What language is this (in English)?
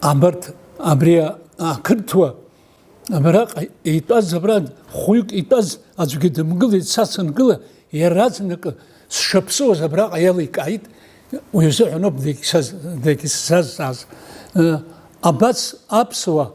Abkhazian